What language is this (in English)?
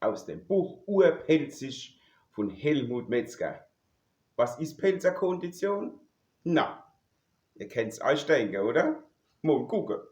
Palatine German